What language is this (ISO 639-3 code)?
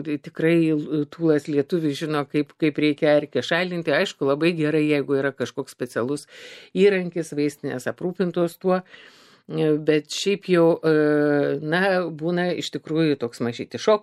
lit